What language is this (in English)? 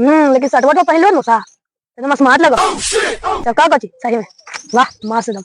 Magahi